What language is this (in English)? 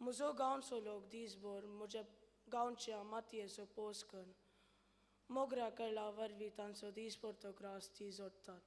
Konkani